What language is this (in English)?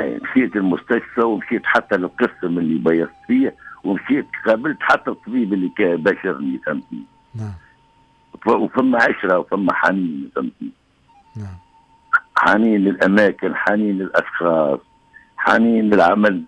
Tunisian Arabic